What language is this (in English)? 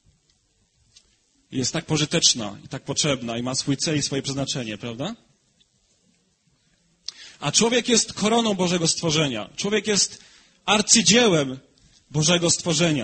Polish